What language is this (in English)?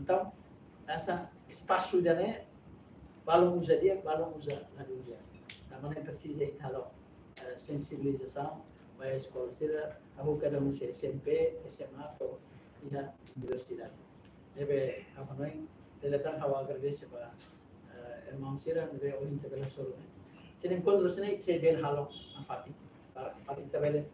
Tetum